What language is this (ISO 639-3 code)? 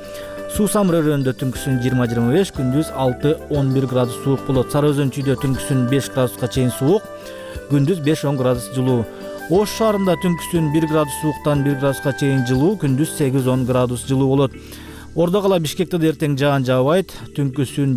kir